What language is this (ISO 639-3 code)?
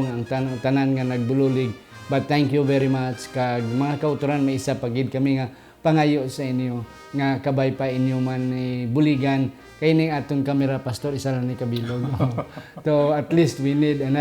hil